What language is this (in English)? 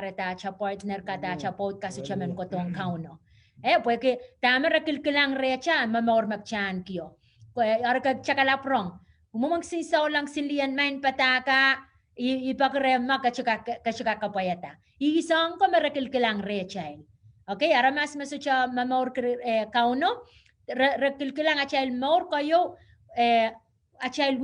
Pohnpeian